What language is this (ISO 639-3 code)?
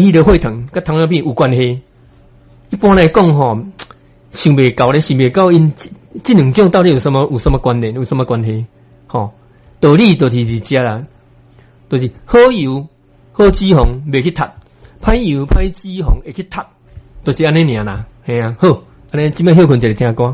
nan